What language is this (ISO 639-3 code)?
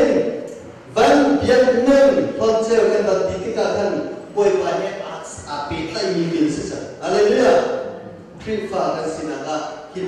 cnh